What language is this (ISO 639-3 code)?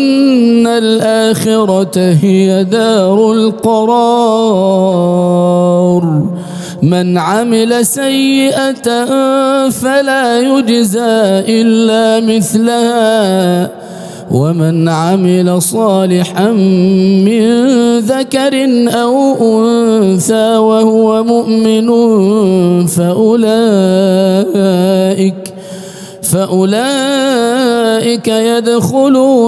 ara